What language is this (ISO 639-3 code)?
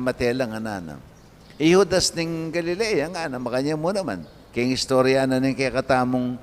pam